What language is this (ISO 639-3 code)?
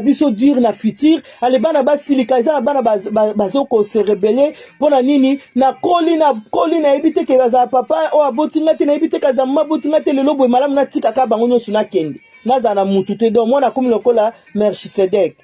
lin